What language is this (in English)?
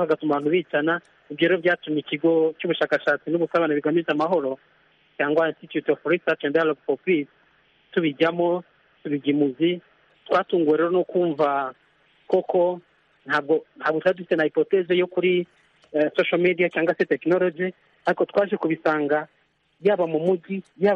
Kinyarwanda